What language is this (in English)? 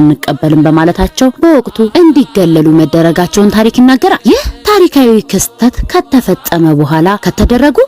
Amharic